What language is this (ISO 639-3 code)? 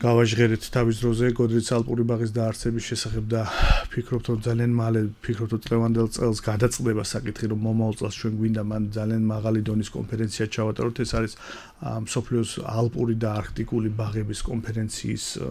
kat